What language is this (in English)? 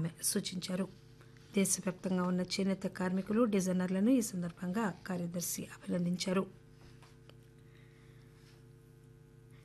Telugu